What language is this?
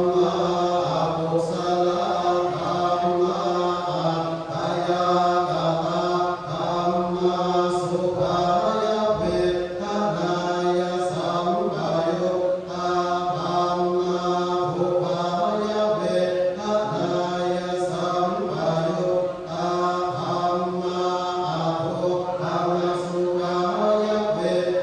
Pali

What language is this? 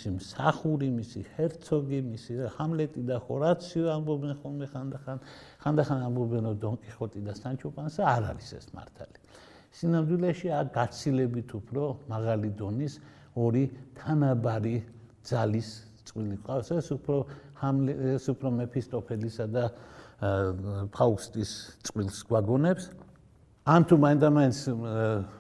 Georgian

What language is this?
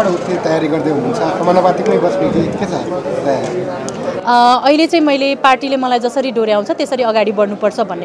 Nepali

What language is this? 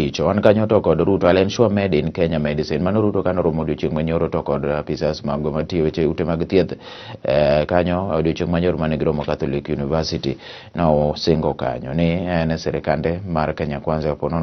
Luo (Kenya and Tanzania)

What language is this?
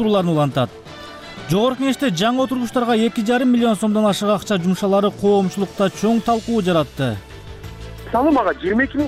Kyrgyz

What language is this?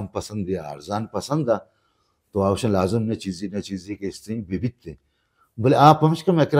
Baluchi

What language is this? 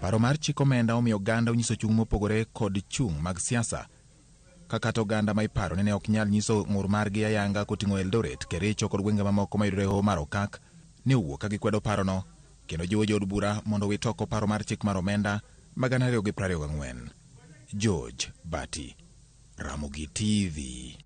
Luo (Kenya and Tanzania)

